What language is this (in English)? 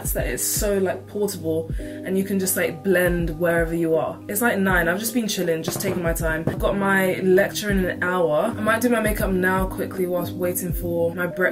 English